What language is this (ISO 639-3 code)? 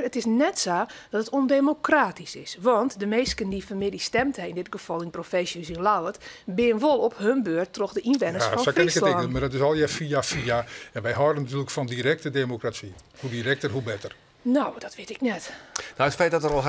fry